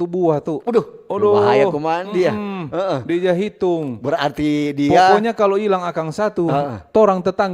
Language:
Manado Malay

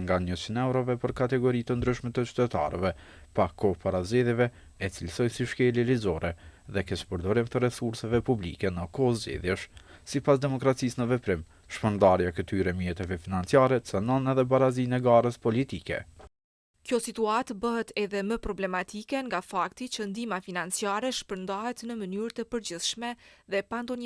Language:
Albanian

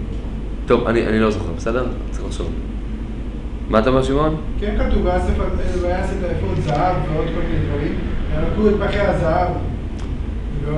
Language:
Hebrew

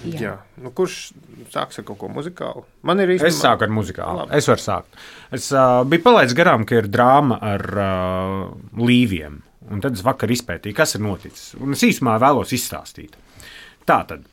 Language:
Latvian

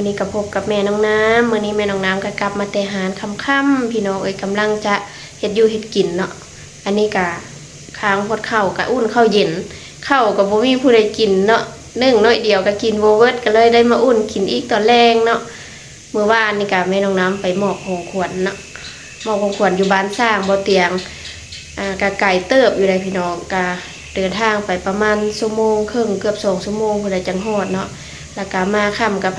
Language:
Lao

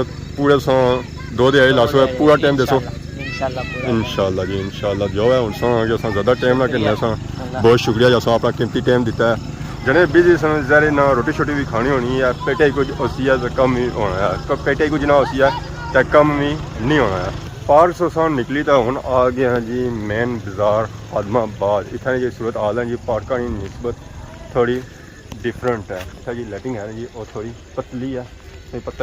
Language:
Pahari-Potwari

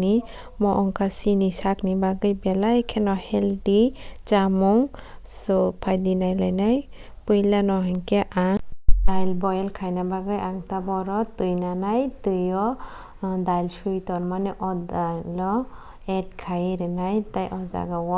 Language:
Kok Borok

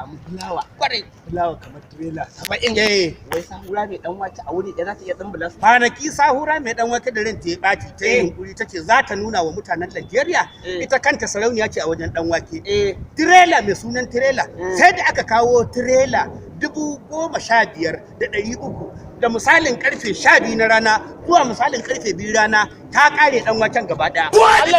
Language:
Hausa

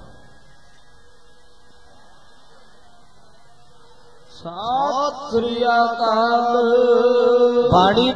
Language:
Punjabi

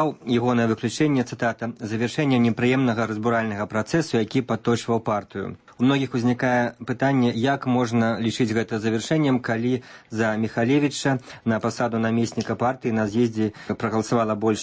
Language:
Belarusian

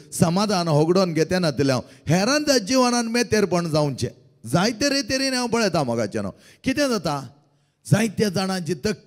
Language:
Konkani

